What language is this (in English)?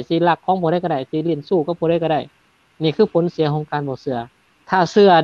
Lao